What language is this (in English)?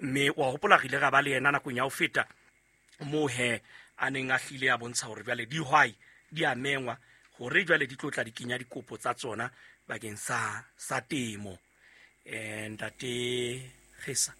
Southern Sotho